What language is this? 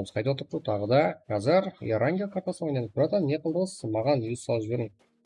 Kara-Kalpak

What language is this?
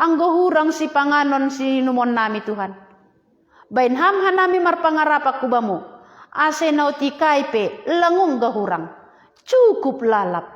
Batak Simalungun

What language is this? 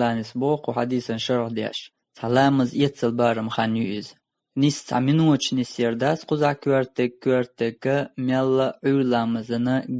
Chechen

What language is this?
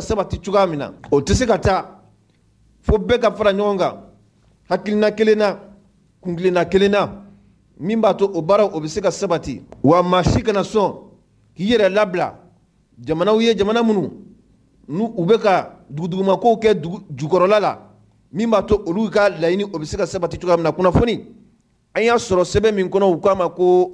Mandingo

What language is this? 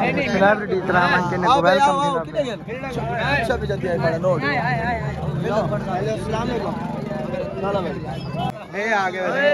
Saraiki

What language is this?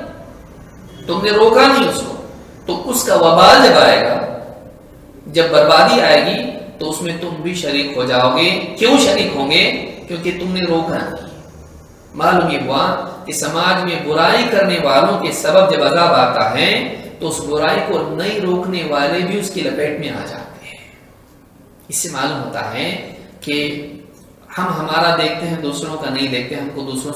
Urdu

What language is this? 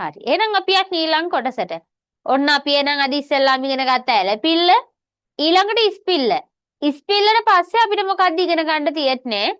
Sinhala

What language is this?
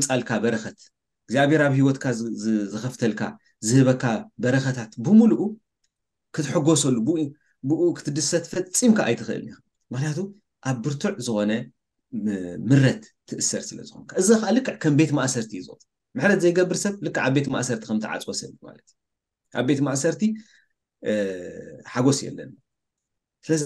Tigrinya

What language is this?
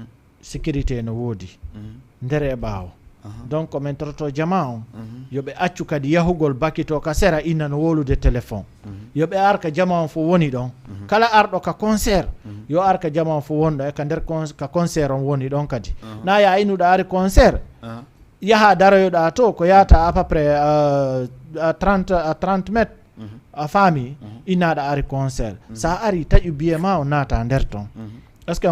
Fula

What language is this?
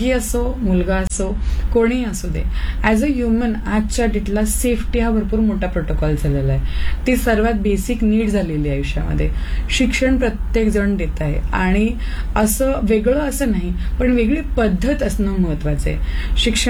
Marathi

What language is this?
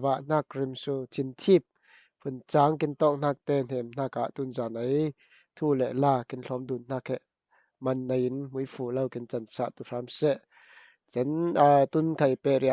Falam Chin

